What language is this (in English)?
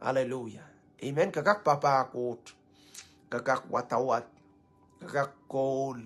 Pohnpeian